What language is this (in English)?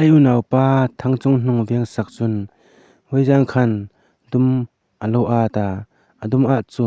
Hmar